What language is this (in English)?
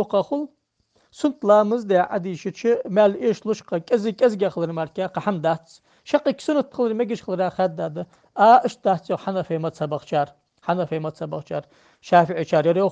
Ingush